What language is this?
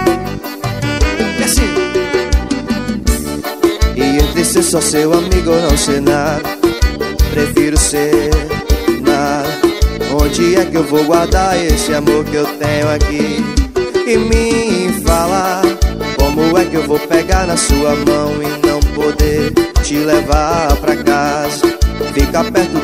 Portuguese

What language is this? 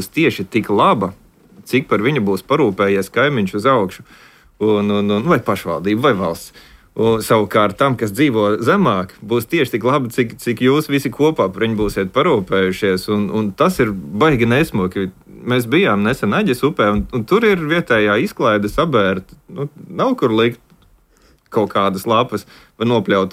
Latvian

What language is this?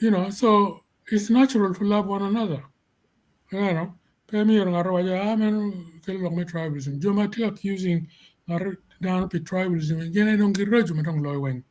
Acoli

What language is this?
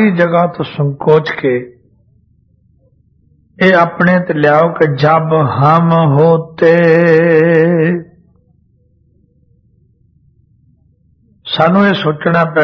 Punjabi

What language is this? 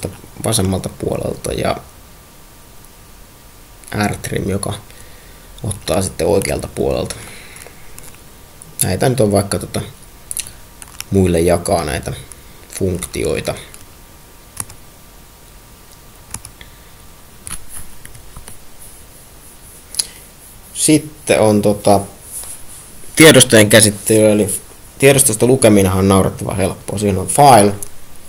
Finnish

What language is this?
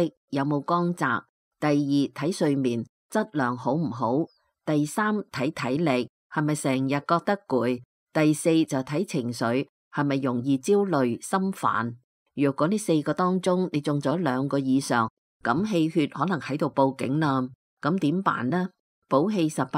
Cantonese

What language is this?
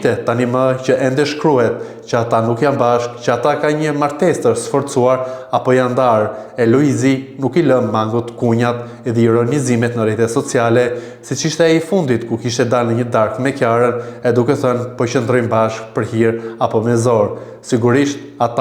Albanian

